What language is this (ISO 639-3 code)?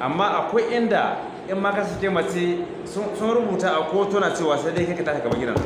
hau